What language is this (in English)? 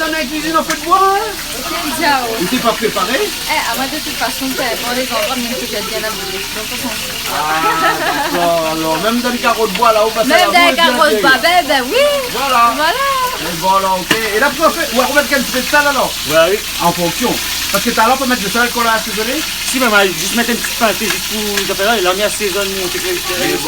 Réunion Creole French